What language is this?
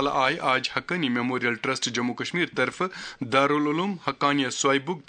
Kashmiri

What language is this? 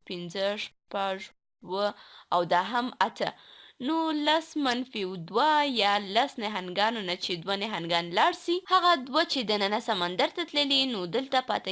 Pashto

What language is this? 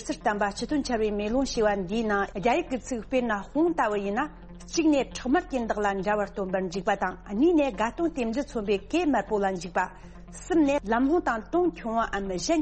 Tibetan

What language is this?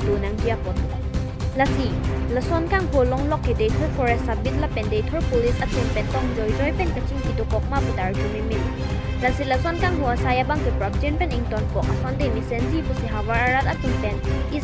Karbi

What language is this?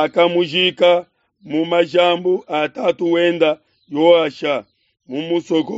Luba-Lulua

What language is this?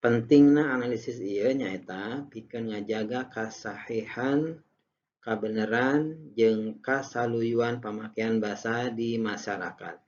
Sundanese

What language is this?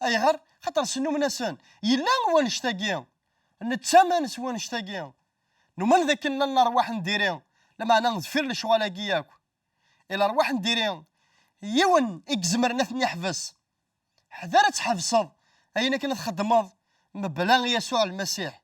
Kabyle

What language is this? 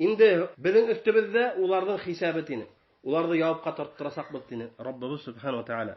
Bashkir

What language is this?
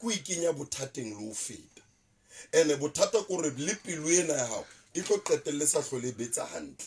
Southern Sotho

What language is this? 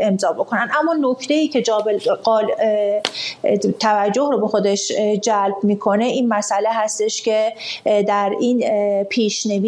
Persian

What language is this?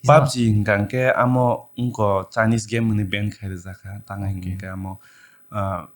Kok Borok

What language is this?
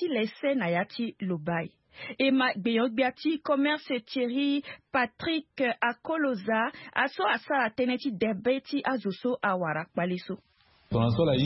Sango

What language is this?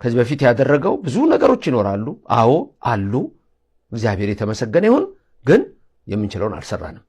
Amharic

